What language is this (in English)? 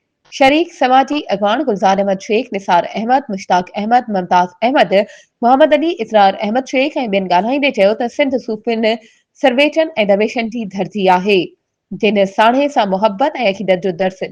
Sindhi